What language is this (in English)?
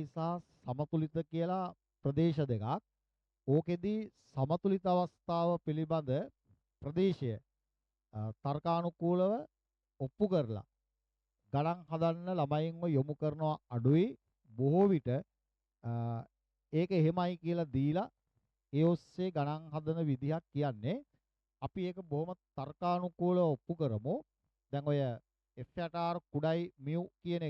Sinhala